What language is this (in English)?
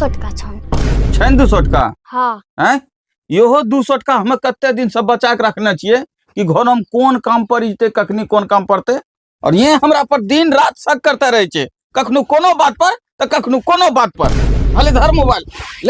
Angika